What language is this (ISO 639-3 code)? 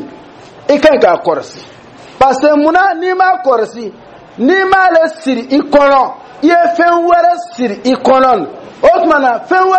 dyu